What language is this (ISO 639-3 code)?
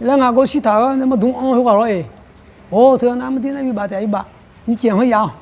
ahk